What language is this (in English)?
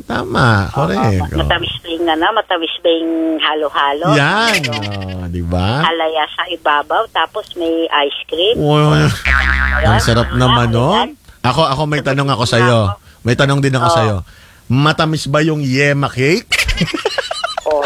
Filipino